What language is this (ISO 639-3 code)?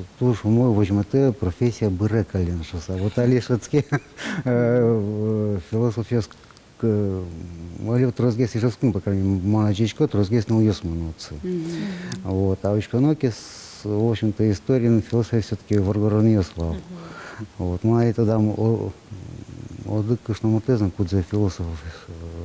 udm